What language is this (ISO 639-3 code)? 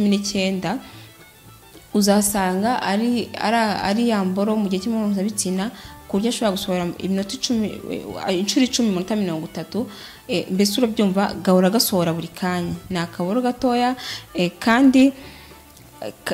kin